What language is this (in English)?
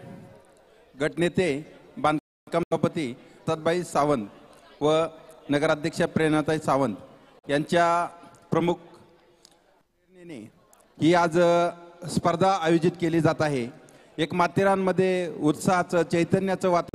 Marathi